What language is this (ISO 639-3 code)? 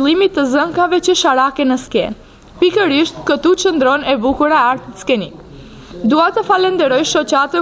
sqi